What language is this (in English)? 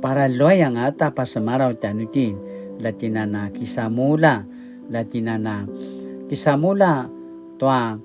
Paiwan